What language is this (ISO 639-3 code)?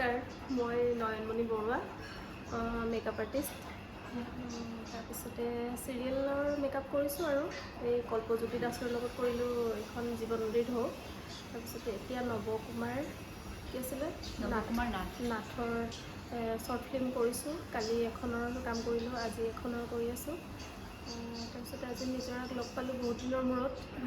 asm